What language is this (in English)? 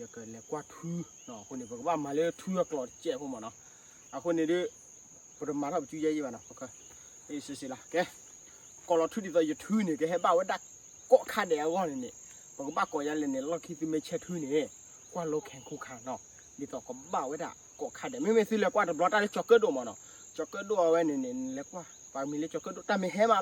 S'gaw Karen